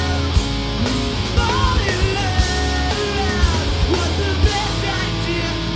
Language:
English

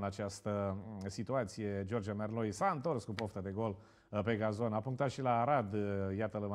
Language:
Romanian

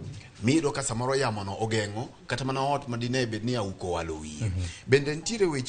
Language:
Luo (Kenya and Tanzania)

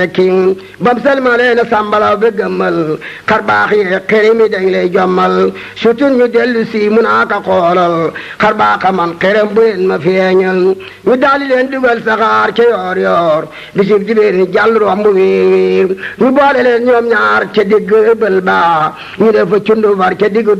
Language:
Wolof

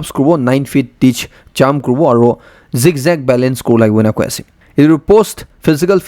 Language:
Naga Pidgin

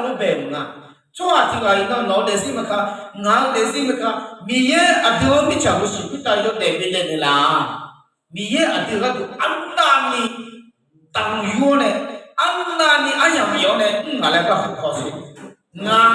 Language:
Akha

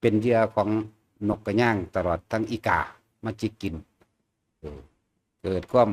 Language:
Northeastern Thai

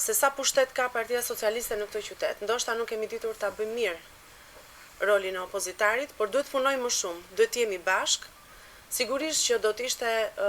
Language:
Albanian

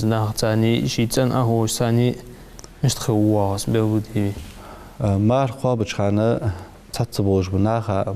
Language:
Ingush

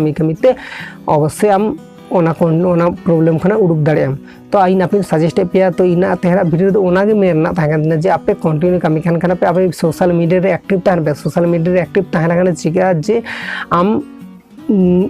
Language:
Santali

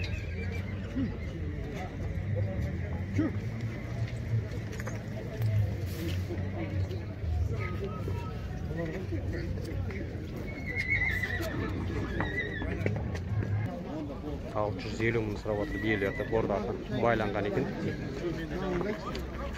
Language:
Kazakh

